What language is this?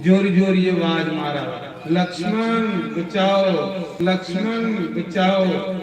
Dogri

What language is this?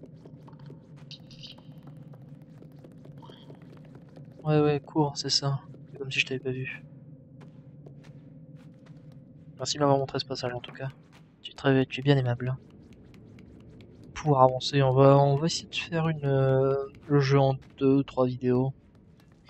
French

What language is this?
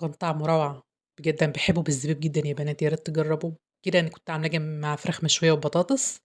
Egyptian Arabic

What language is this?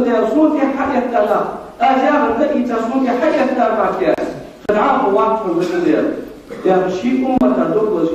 Ingush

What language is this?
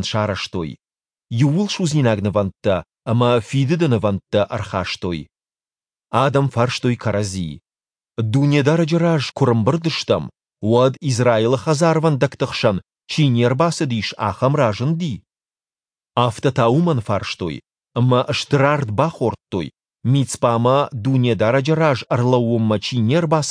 Ossetic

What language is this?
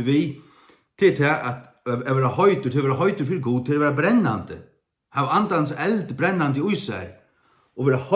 Faroese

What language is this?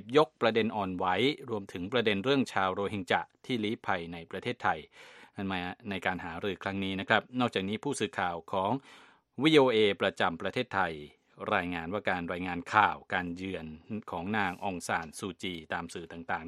Thai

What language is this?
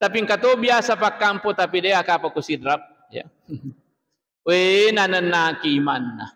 Buginese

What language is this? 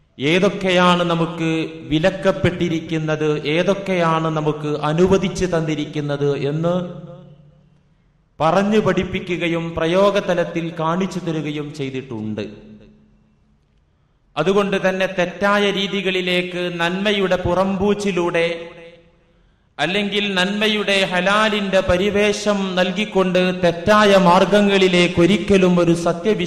Malayalam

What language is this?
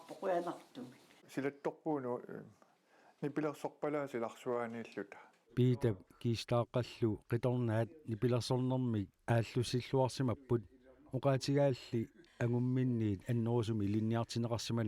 Kalaallisut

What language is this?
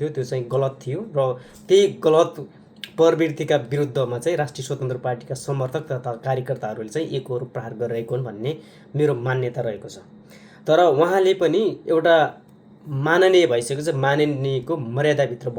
Nepali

